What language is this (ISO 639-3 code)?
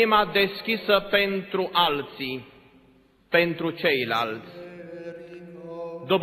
ron